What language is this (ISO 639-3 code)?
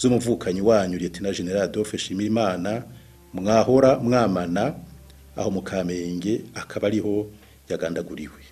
run